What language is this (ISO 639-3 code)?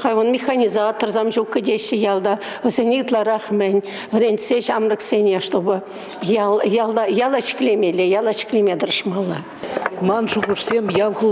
chv